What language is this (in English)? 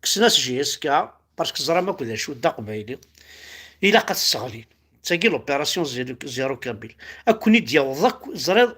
Kabyle